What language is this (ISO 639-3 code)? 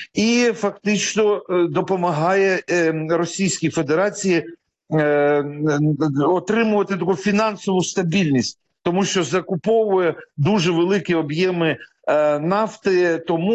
ukr